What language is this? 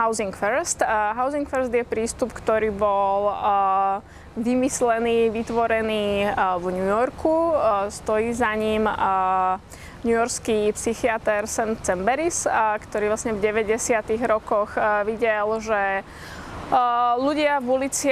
Slovak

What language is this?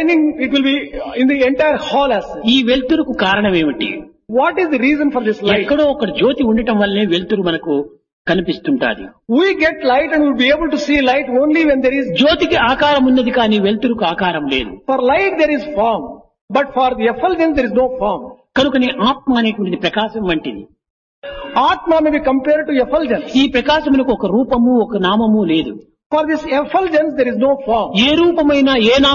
Telugu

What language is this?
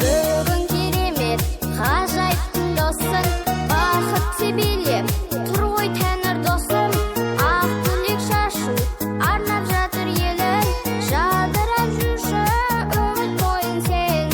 Kara-Kalpak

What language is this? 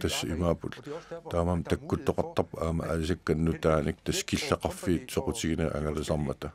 Kalaallisut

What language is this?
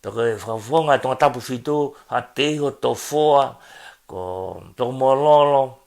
Tongan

